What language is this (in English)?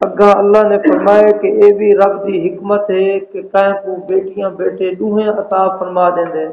Saraiki